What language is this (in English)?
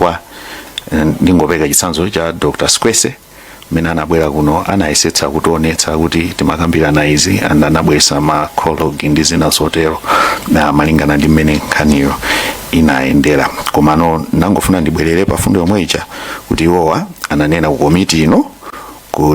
Nyanja